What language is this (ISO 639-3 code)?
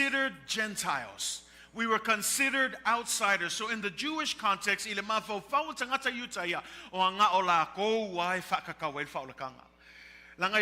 smo